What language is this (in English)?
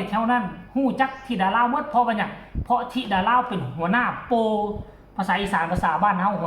Northeastern Thai